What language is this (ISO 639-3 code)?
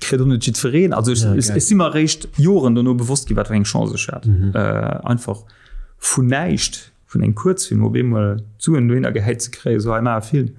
ltz